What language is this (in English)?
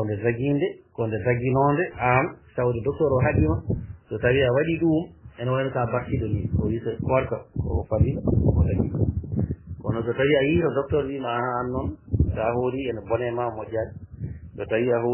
Fula